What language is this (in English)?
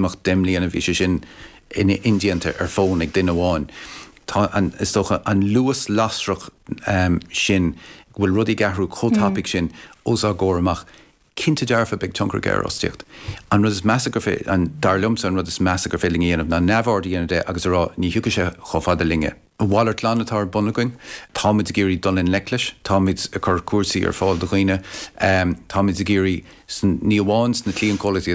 Irish